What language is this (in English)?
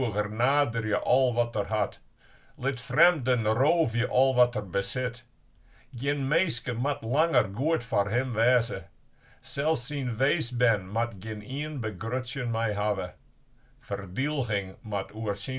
Western Frisian